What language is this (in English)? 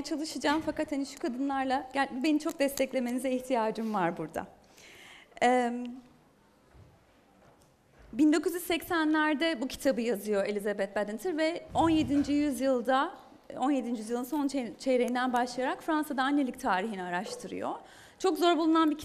Turkish